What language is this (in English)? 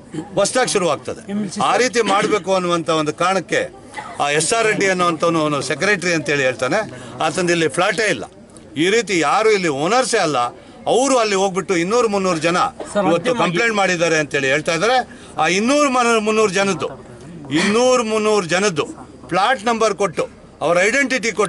Kannada